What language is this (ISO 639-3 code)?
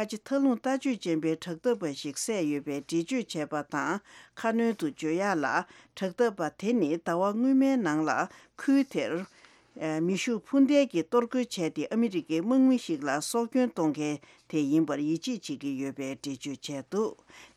bod